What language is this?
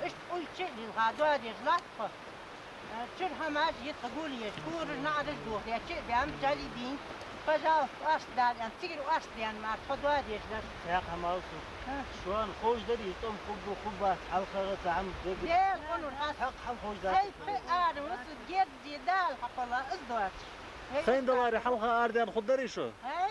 Ingush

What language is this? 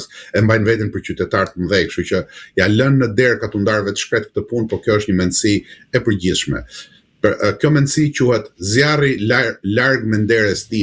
Albanian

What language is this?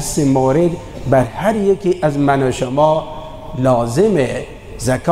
Persian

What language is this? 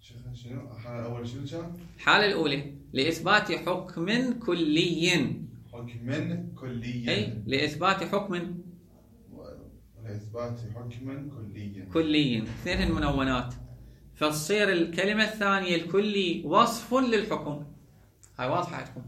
Mesopotamian Arabic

